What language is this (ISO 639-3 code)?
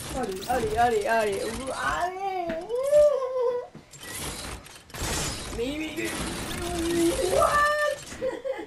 fra